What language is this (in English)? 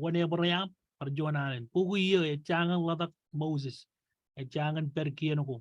Marshallese